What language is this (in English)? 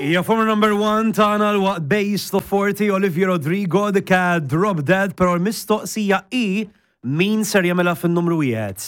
Maltese